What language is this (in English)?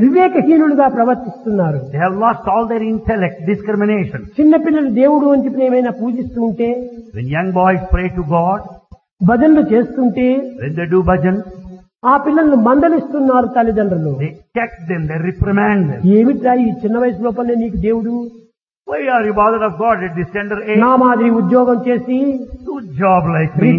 Telugu